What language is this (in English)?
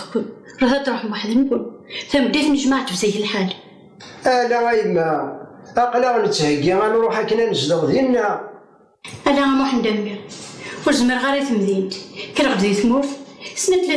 Kabyle